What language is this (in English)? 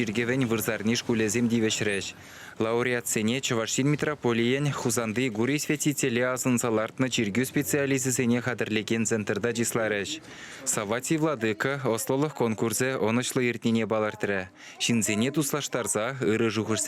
Chuvash